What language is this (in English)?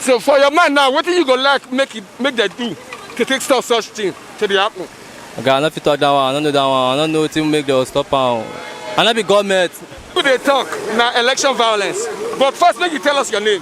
Nigerian Pidgin